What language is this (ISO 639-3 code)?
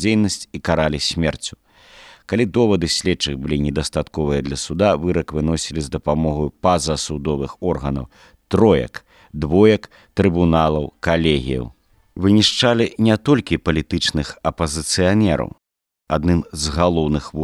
bel